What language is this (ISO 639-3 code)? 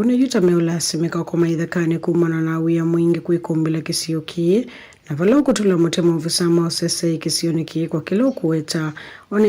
kam